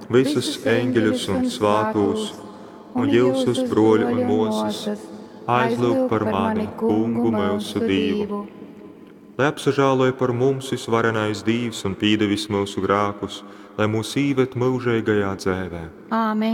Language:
Latgalian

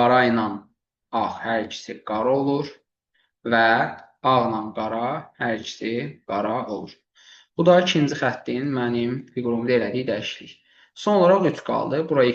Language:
Azerbaijani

